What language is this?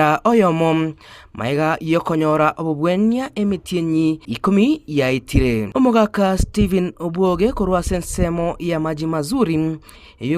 Gusii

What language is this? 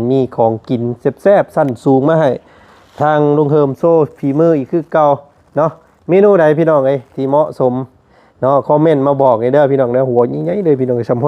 Lao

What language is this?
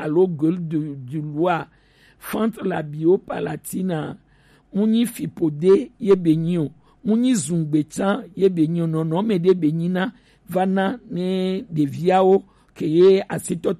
Gen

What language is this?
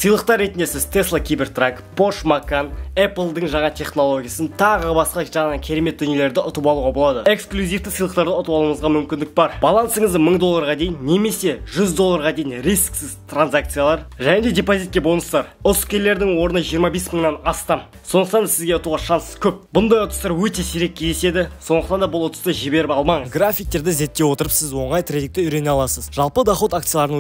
Kazakh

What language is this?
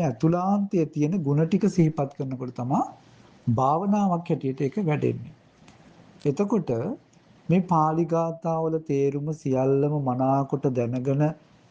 Sinhala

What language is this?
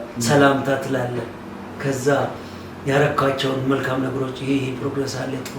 Amharic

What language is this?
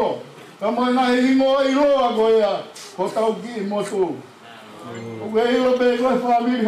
Tongan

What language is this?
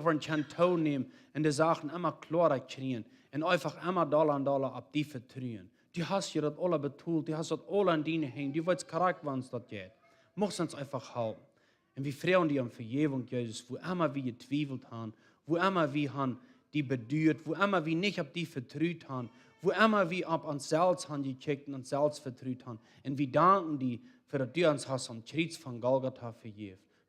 Plautdietsch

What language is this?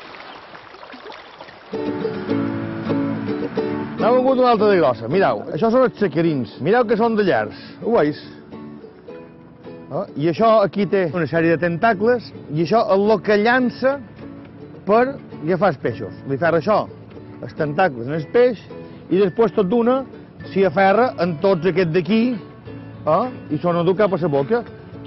Catalan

